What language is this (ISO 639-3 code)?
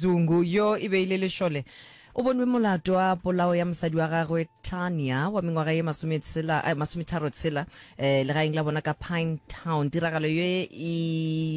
nso